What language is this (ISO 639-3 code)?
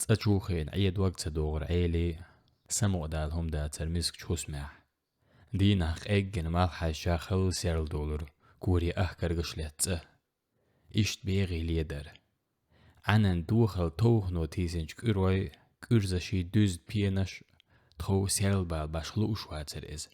che